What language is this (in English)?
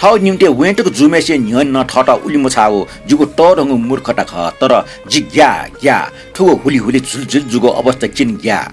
Newari